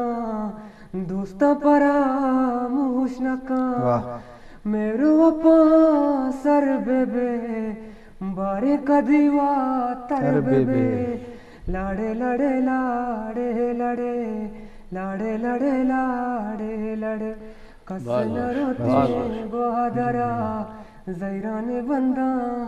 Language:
Eastern Balochi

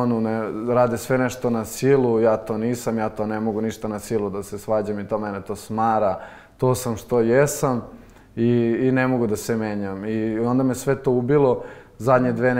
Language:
Serbian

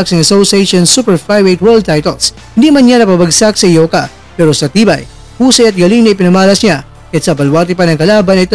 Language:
Filipino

